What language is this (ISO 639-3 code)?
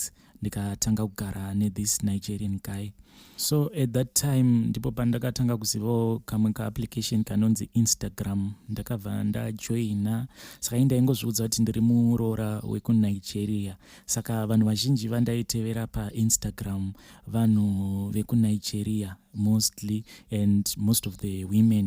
sna